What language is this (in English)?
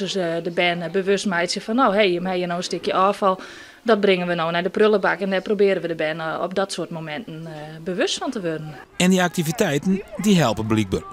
Western Frisian